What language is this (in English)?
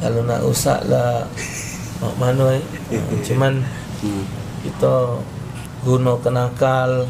Musi